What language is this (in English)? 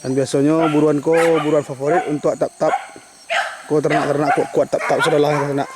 Minangkabau